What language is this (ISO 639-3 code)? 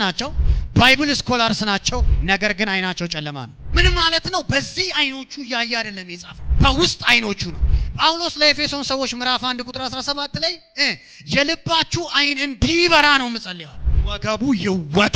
amh